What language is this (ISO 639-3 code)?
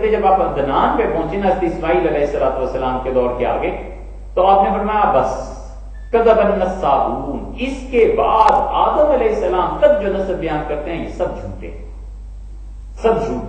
urd